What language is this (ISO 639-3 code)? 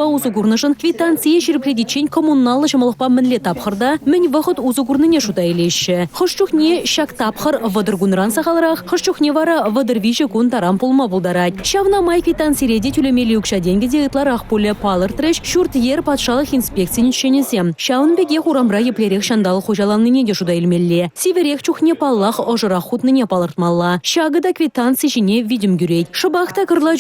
chv